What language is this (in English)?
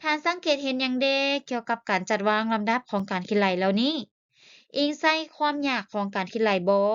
Lao